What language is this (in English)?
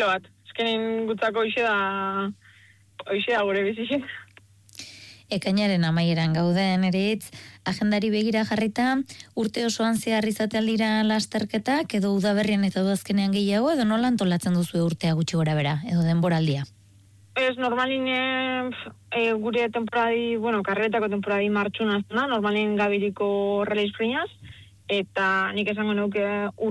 Basque